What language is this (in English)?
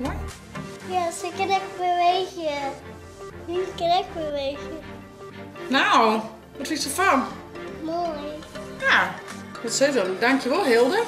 Western Frisian